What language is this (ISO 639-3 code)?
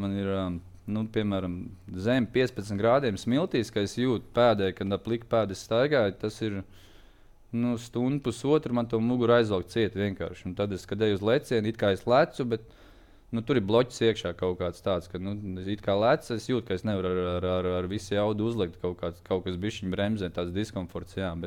lav